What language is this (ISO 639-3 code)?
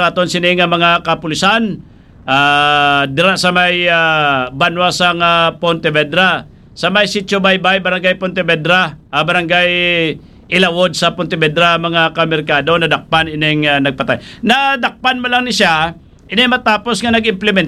hil